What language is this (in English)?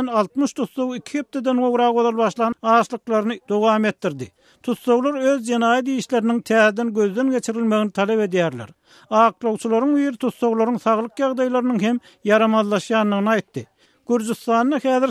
Turkmen